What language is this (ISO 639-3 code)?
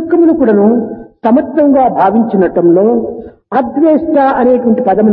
tel